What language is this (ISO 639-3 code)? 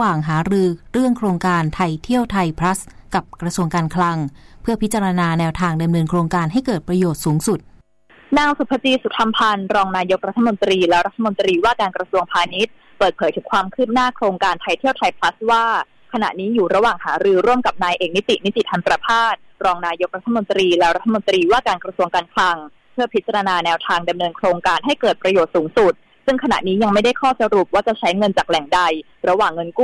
tha